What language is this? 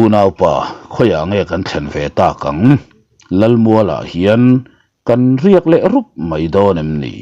Mizo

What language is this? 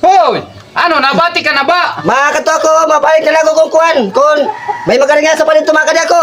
Waray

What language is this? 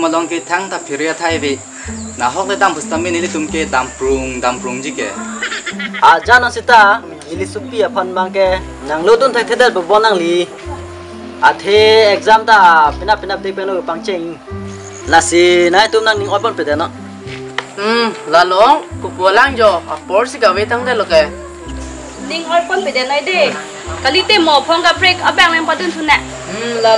Karbi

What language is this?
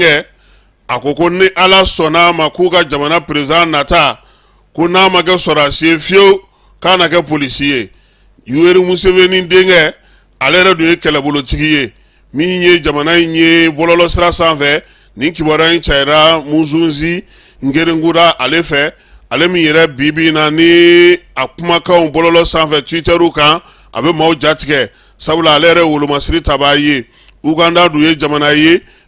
Bambara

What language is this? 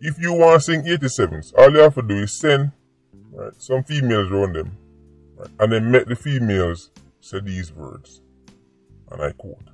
Jamaican Creole English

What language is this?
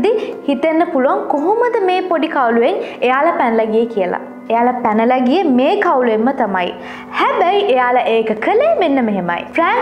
Sinhala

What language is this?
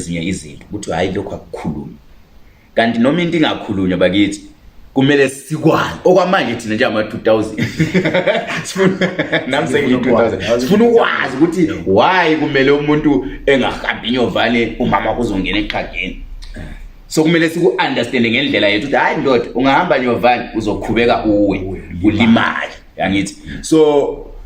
Zulu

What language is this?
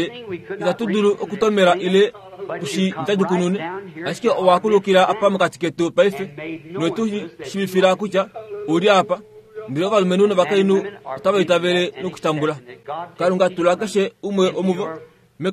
Kuanyama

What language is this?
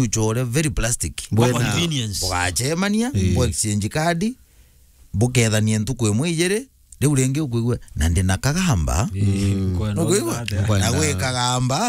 Meru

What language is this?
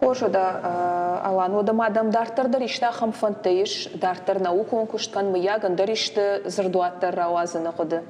Ossetic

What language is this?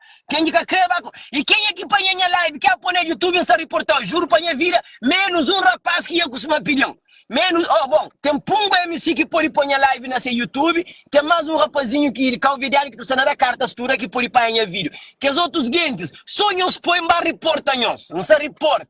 Kabuverdianu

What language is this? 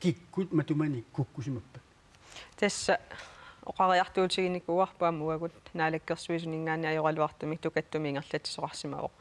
Kalaallisut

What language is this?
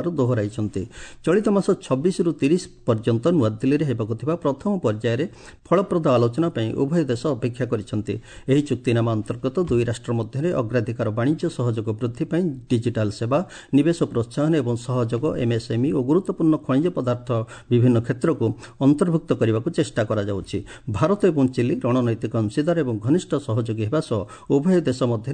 Odia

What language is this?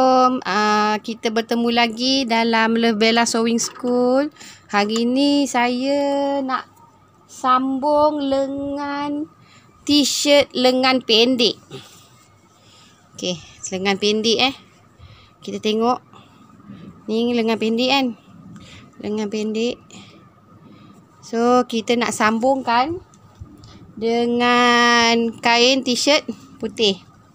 Malay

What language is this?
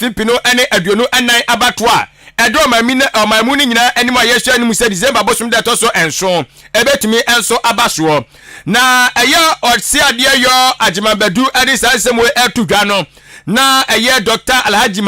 Akan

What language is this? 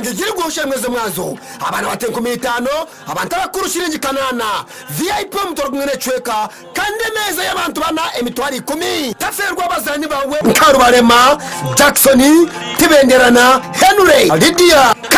Nyankole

